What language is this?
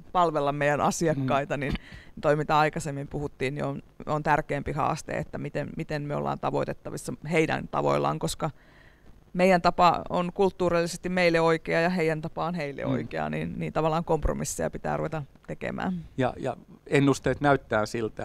Finnish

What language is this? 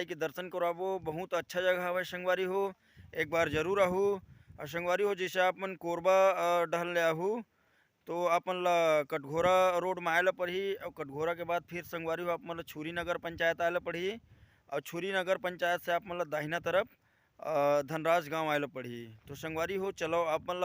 Chhattisgarhi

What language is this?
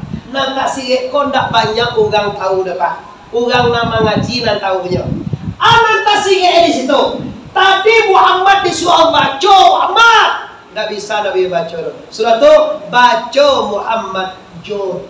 Minangkabau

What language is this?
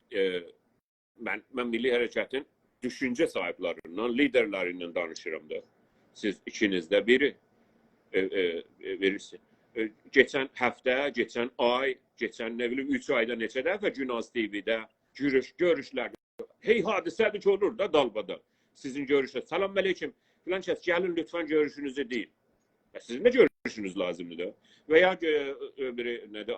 South Azerbaijani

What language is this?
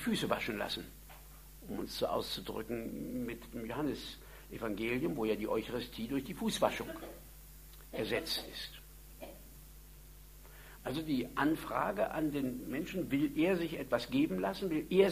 German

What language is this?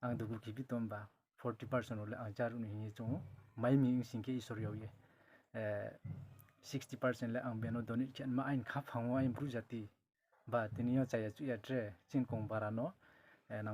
Riang (India)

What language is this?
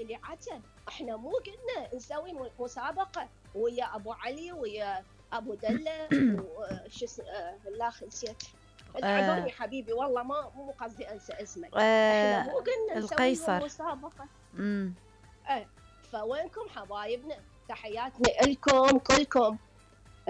Mesopotamian Arabic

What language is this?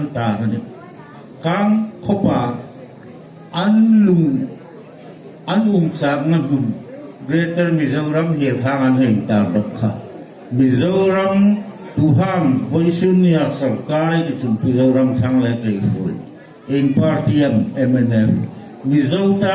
Hmar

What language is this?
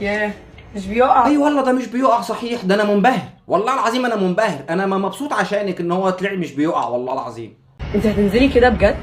Egyptian Arabic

